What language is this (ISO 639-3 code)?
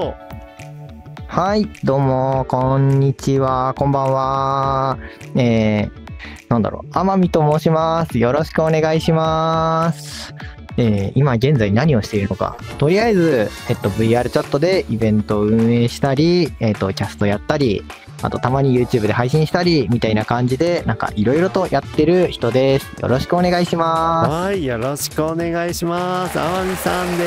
jpn